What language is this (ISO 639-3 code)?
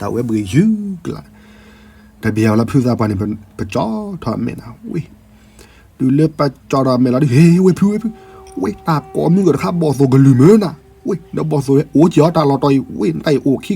ksw